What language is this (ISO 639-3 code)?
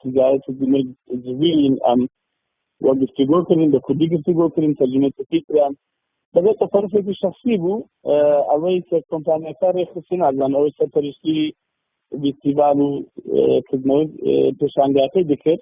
kur